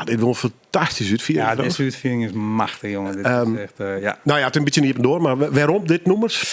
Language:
Western Frisian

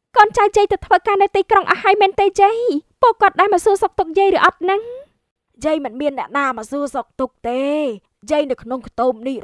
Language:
Khmer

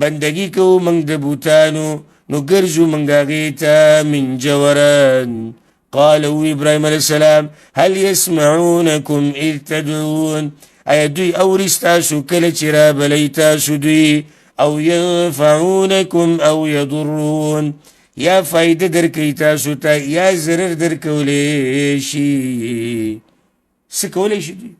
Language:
Pashto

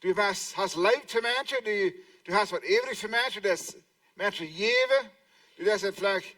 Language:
Plautdietsch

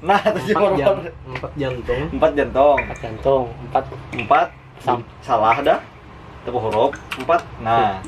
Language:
Banjar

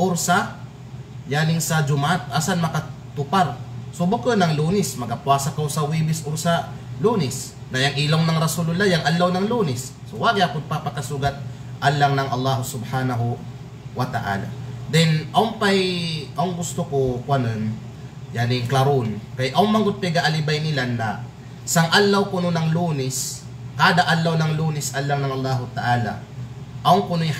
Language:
Kalagan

